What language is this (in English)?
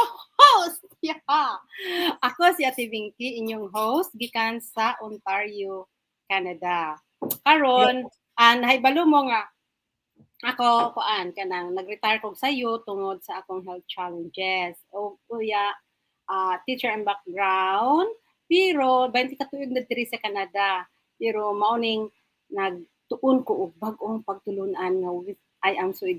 Cebuano